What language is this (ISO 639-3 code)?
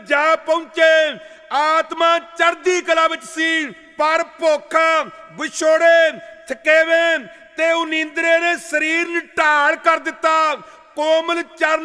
pan